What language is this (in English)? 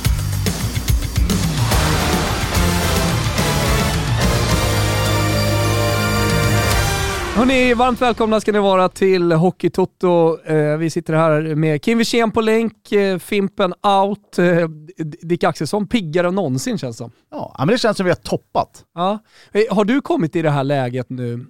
Swedish